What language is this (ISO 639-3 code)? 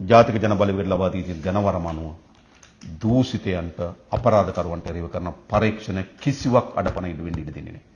sin